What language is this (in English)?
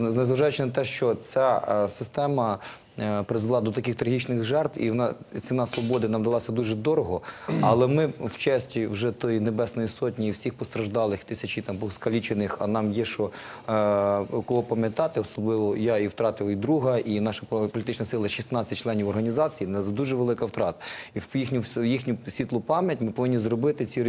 Ukrainian